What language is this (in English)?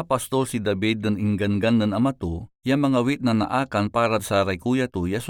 Pangasinan